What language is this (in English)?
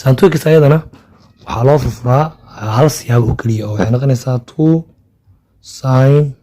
Somali